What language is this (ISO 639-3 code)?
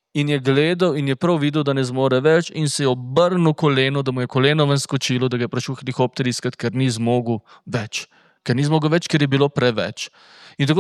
slv